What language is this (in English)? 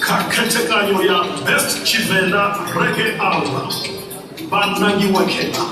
Venda